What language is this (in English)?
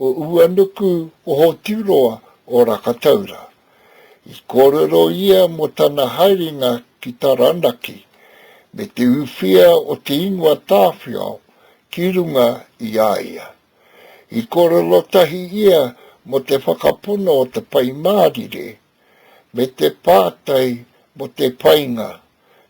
Māori